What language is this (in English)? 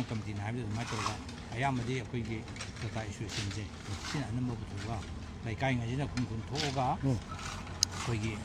Manipuri